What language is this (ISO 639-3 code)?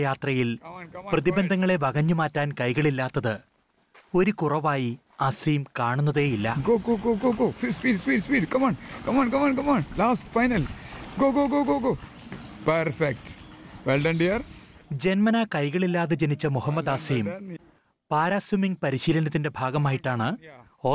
mal